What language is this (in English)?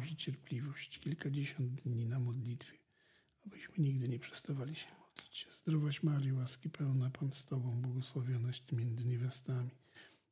Polish